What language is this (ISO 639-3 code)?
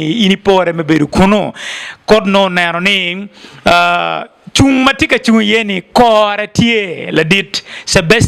ach